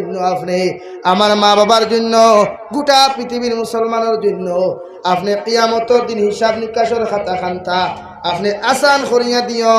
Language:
Sylheti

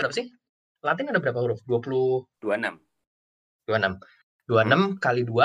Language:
Indonesian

